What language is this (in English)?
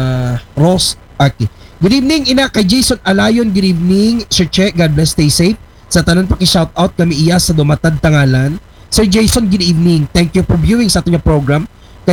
Aklanon